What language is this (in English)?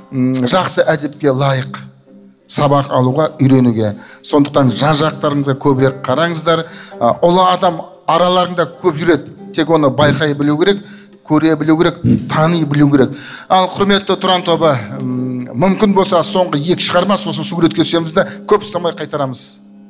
Kazakh